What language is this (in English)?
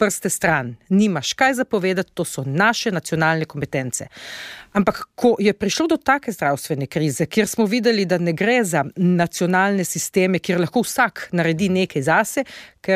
Slovenian